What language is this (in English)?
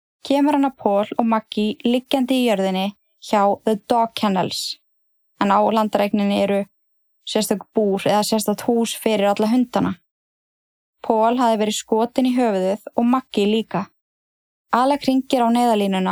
Icelandic